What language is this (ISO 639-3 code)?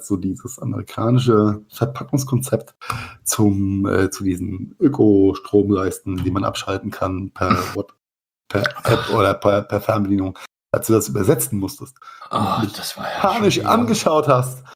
deu